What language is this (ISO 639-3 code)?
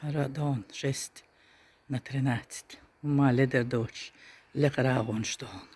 che